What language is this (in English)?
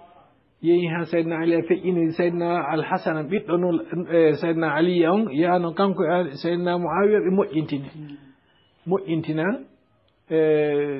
Fula